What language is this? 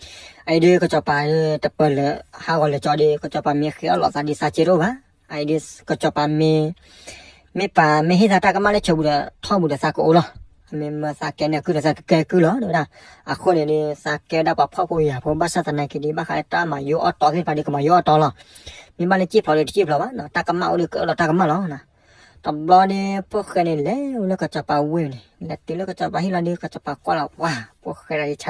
S'gaw Karen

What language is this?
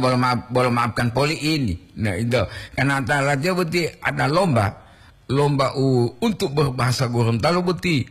Gorontalo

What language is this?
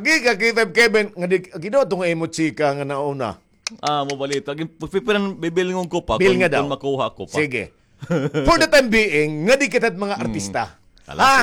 Waray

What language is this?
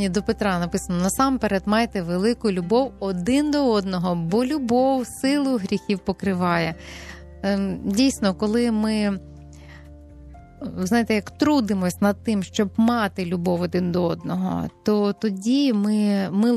Ukrainian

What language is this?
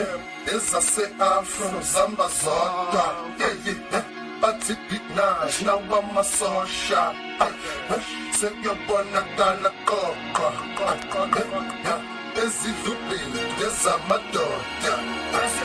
Zulu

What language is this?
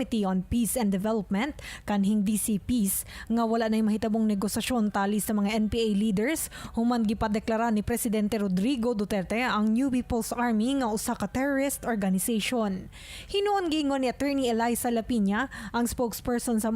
Cebuano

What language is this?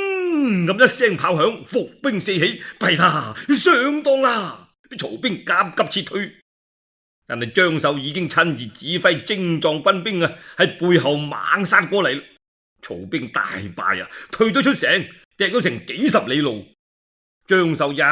Cantonese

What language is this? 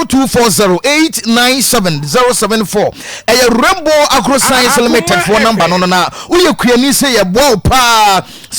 Akan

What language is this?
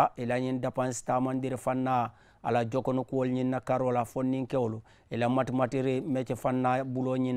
Mandingo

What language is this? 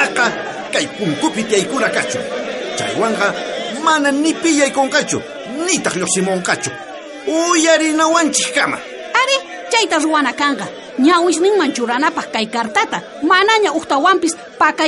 South Bolivian Quechua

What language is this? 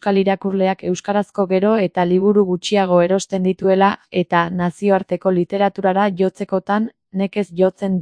Basque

